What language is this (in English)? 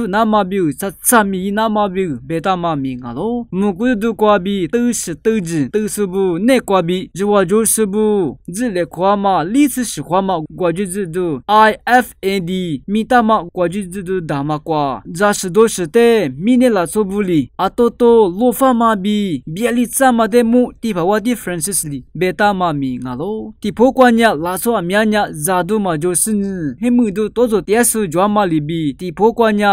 Lisu